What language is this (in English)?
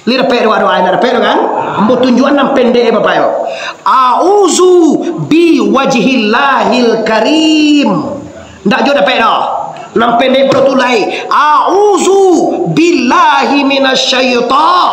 Minangkabau